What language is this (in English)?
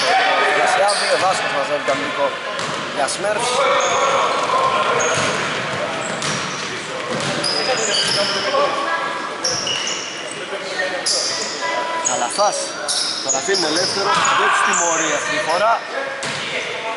Greek